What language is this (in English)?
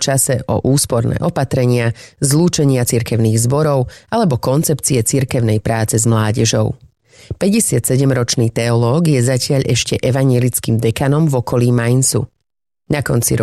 Slovak